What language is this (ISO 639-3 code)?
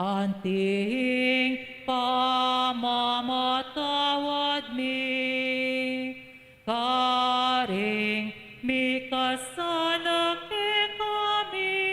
pam